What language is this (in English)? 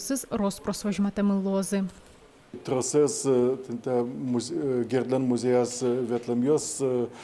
Udmurt